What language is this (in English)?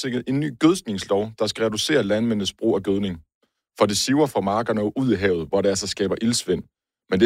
Danish